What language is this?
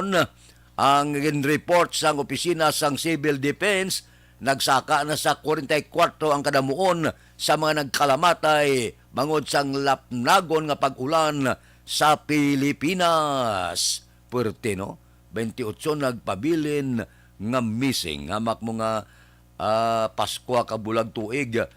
Hiligaynon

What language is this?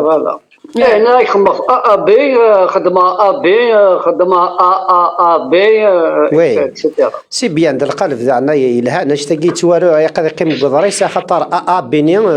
Kabyle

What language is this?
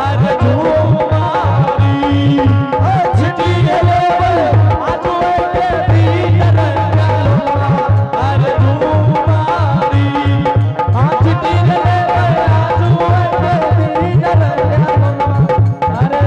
Angika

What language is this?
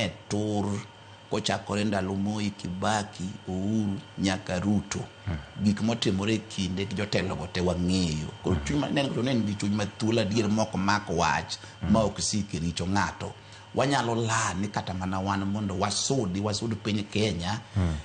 Luo (Kenya and Tanzania)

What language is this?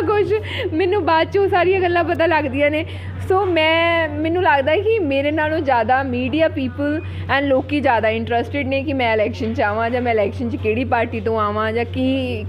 Punjabi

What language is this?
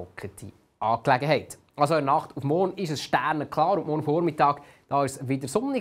Swiss German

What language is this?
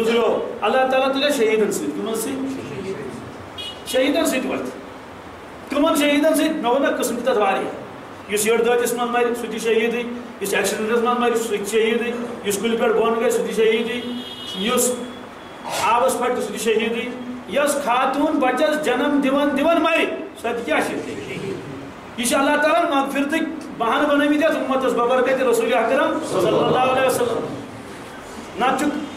Kashmiri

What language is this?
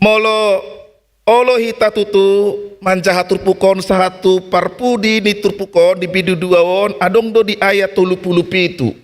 Batak Toba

